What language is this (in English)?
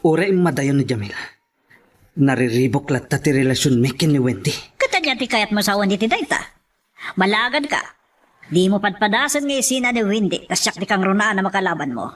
Iloko